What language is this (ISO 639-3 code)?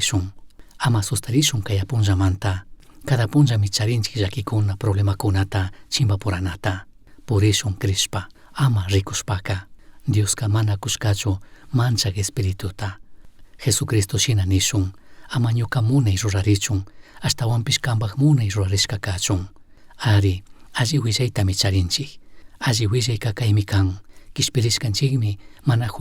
qug